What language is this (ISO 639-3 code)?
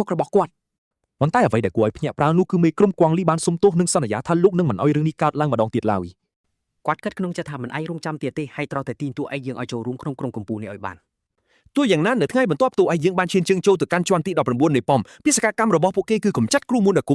khm